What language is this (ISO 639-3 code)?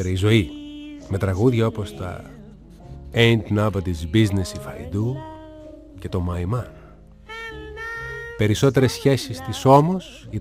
ell